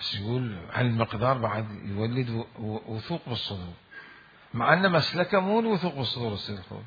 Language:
Mesopotamian Arabic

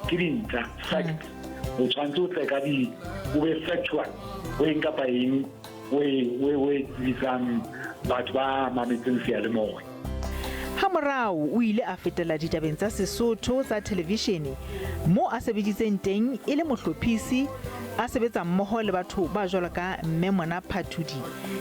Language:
Southern Sotho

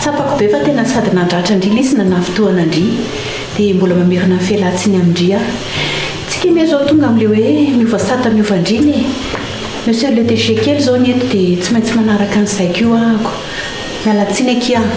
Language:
Malagasy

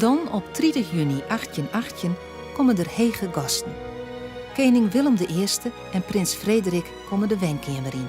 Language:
Western Frisian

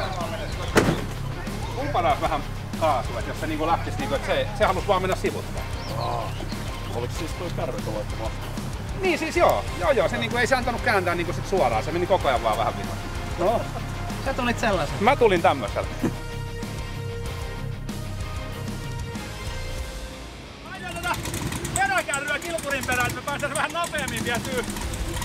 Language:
Finnish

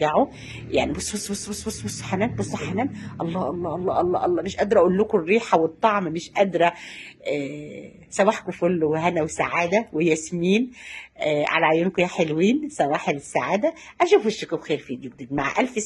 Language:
Egyptian Arabic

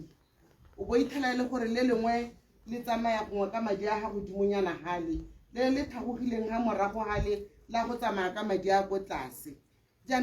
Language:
Tswana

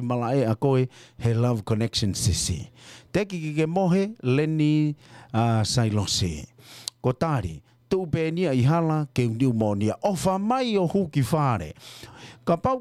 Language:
Tongan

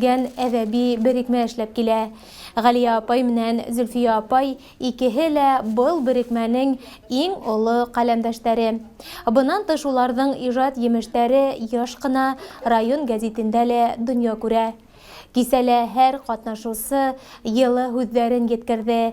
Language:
Bashkir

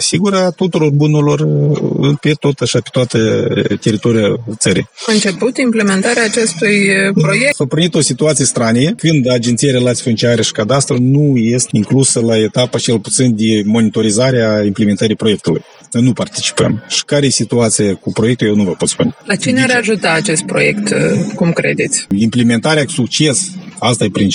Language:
Romanian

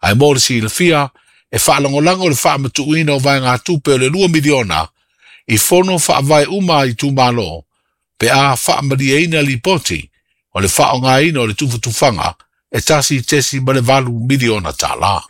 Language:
Samoan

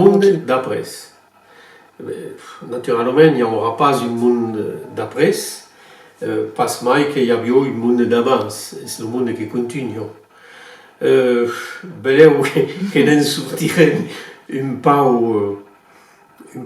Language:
Occitan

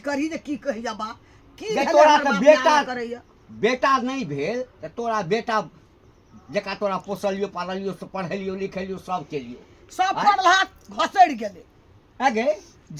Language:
Maithili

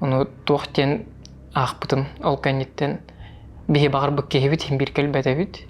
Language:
Yakut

